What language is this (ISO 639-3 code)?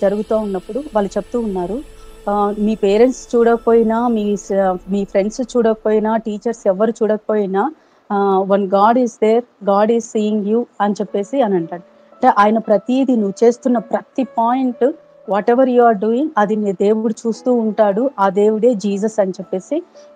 tel